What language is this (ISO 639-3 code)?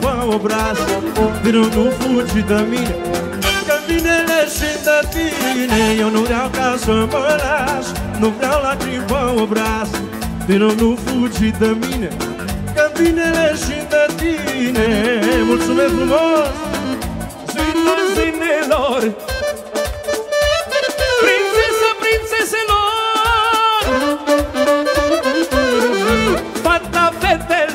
ron